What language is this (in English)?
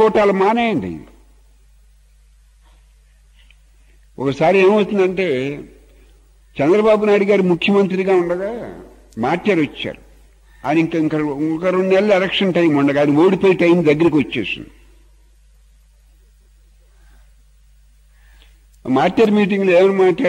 Telugu